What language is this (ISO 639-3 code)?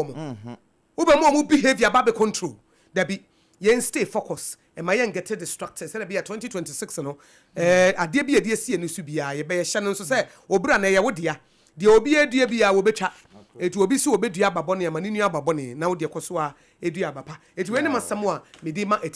aka